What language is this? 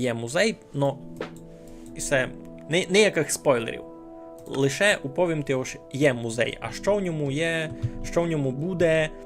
Rusyn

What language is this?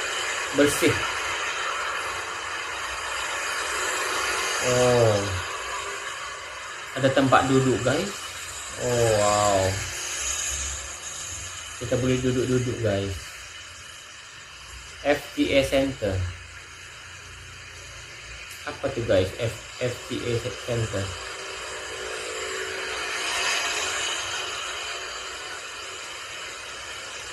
Malay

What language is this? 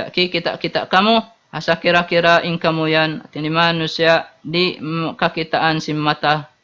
Tausug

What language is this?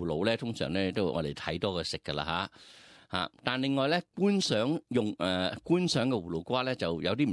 Cantonese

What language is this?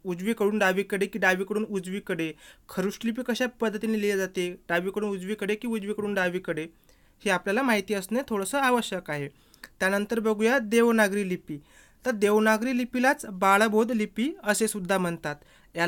Marathi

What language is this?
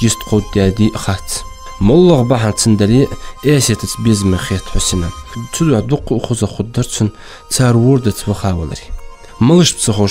Ingush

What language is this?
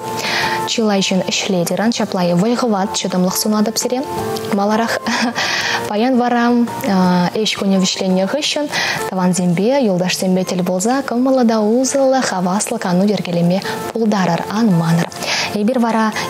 Chuvash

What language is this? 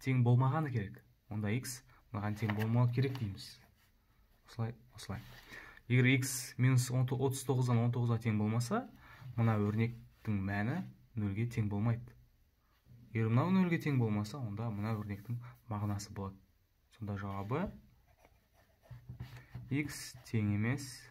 Kazakh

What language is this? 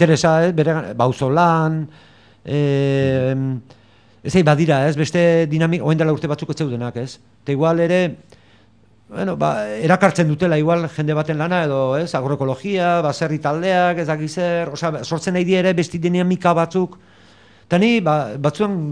Basque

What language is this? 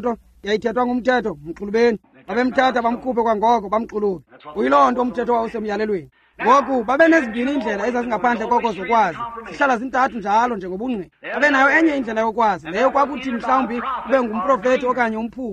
Xhosa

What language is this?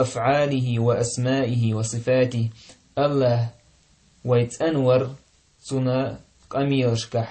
Chechen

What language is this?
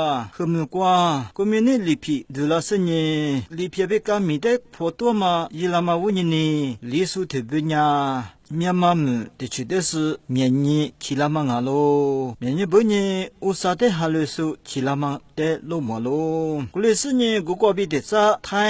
Lisu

